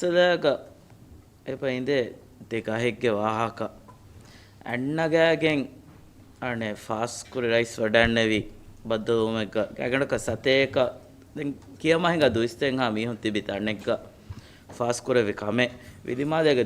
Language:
Divehi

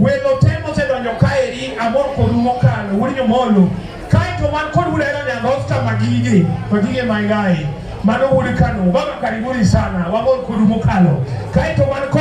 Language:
Luo (Kenya and Tanzania)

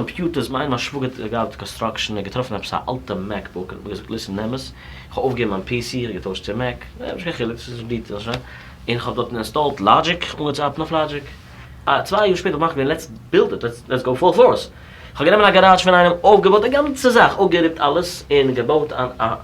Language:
Yiddish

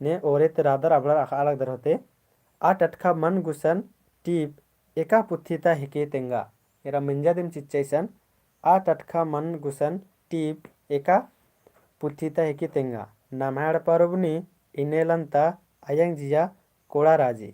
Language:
Kurukh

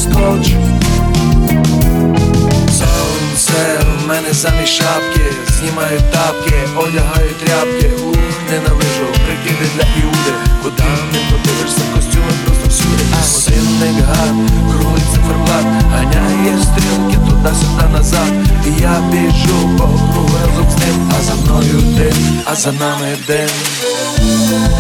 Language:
Ukrainian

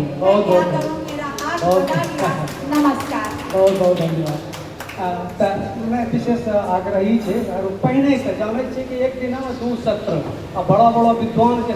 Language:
Angika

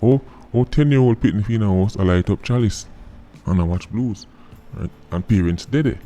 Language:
Jamaican Creole English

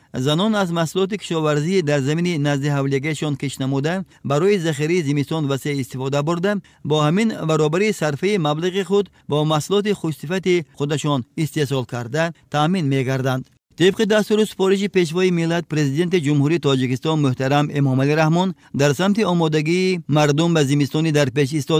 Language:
Tajik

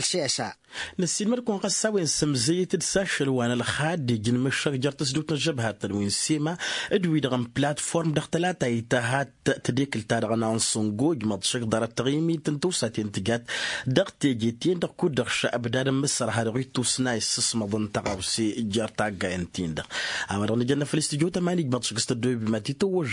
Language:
Tamasheq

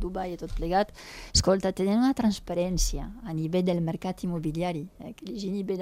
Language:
Catalan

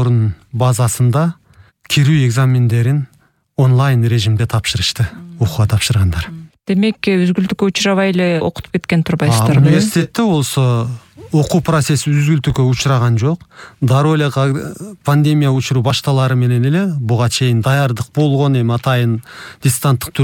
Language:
Kyrgyz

